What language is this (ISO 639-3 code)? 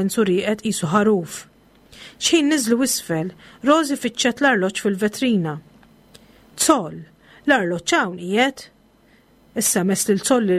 mlt